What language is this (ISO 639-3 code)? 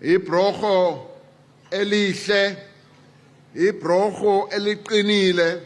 zul